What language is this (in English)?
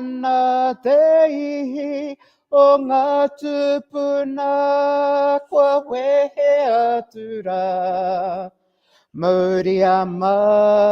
Māori